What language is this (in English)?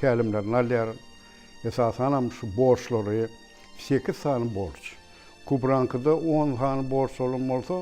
Turkmen